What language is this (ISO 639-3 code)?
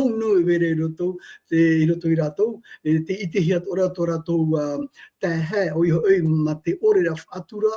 tah